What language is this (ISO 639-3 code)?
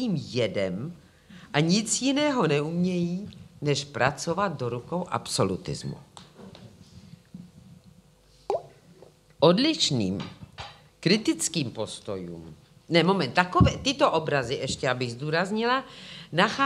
ces